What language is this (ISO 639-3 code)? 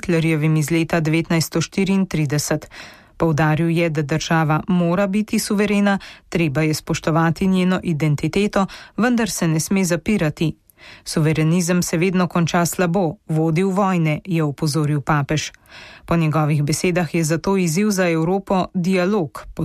slv